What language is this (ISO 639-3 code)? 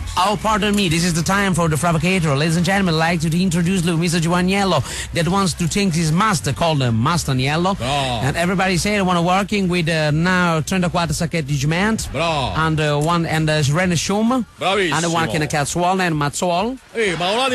nap